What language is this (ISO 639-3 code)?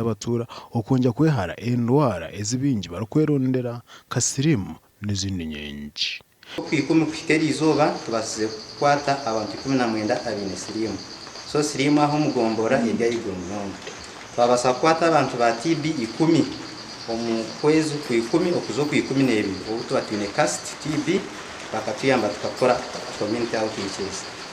nyn